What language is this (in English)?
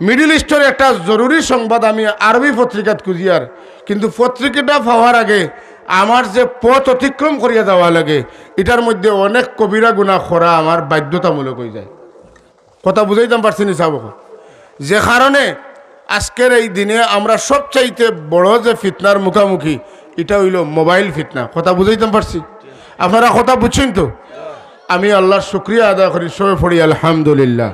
Sylheti